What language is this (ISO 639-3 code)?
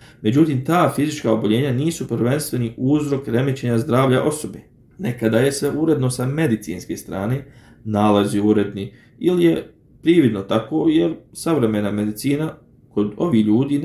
bos